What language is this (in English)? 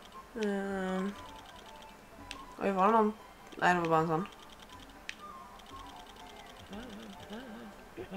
Swedish